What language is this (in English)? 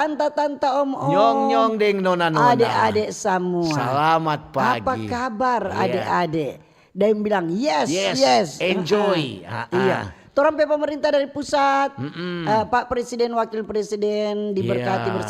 Manado Malay